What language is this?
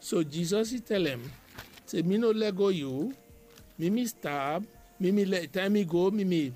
Bislama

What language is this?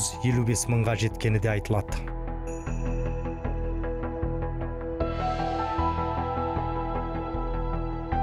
Kazakh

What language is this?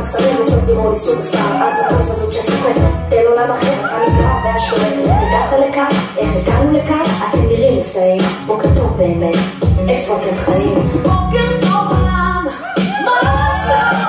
Hebrew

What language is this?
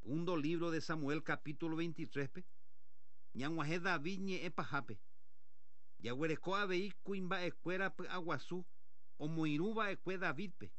Guarani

